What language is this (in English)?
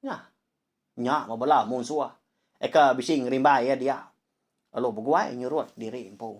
Iban